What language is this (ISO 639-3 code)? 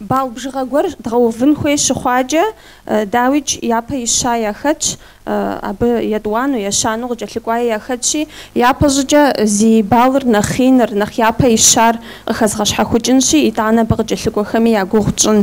kbd